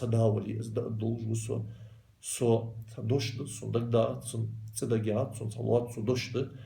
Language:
Ingush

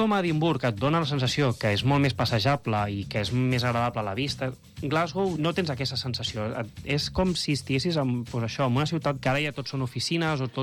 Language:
Catalan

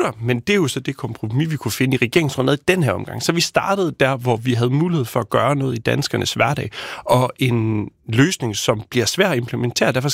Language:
Danish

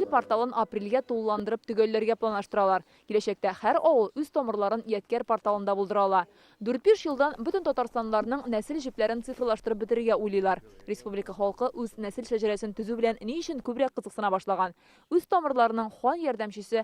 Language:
Tatar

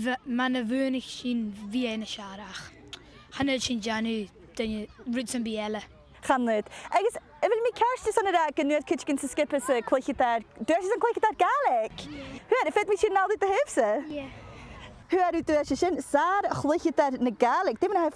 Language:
Scottish Gaelic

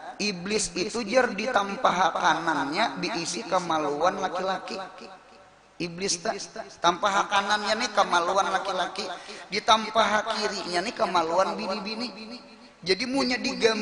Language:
Banjar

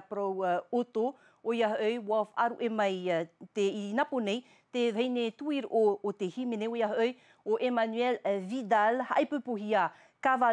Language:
Tahitian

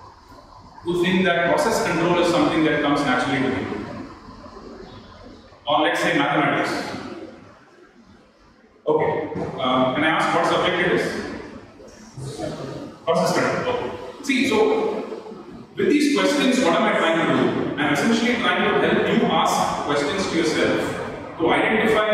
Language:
English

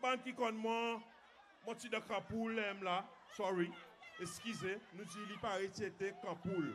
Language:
Seselwa Creole French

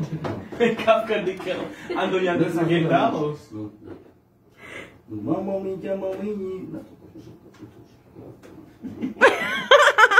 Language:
Slovak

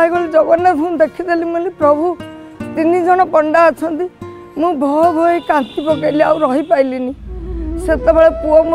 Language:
Odia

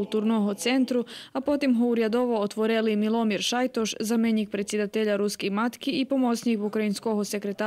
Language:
Rusyn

